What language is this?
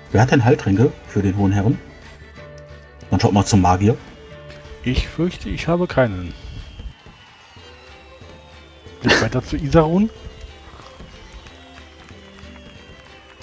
German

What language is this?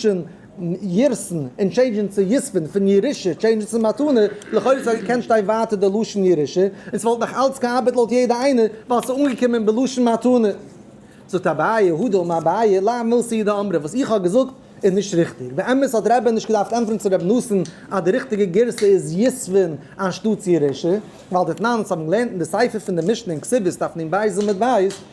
Yiddish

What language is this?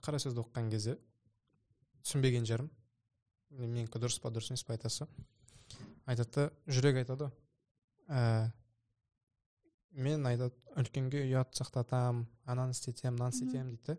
Kazakh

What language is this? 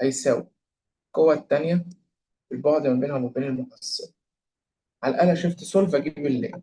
Egyptian Arabic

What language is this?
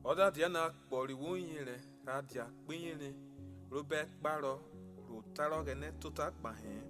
Urhobo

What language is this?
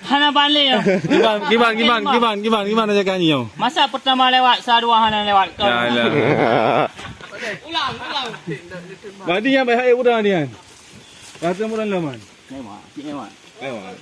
Achinese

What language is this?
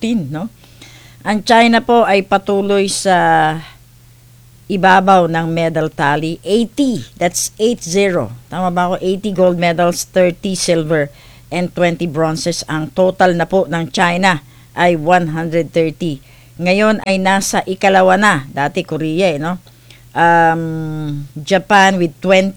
Filipino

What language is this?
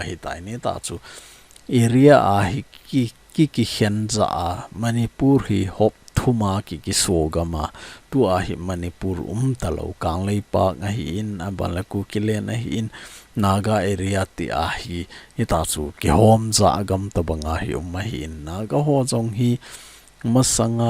Thado Chin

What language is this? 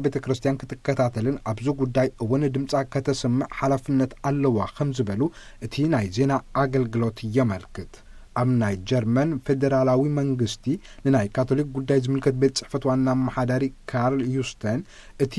Tigrinya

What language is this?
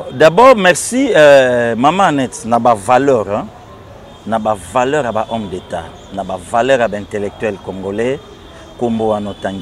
Lingala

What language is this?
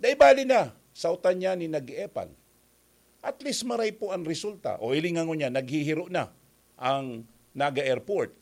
Bikol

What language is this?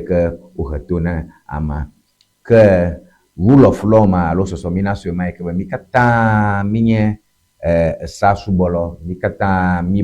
Ewe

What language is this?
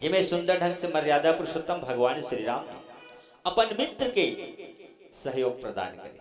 Chhattisgarhi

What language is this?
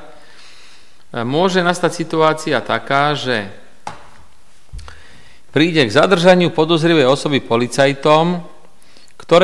Slovak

